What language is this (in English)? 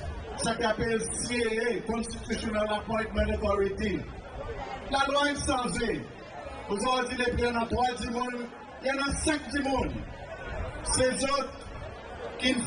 Seselwa Creole French